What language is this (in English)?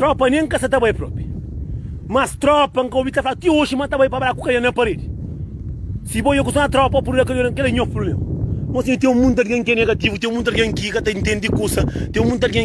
Kabuverdianu